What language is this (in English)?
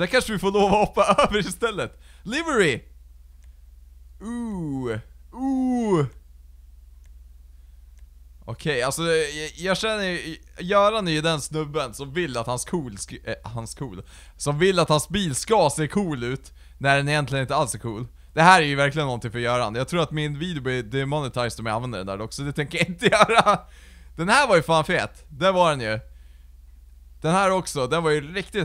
Swedish